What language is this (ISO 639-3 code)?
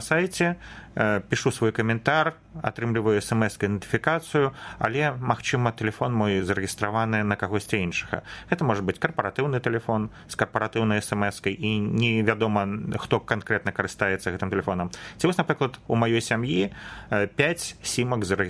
bel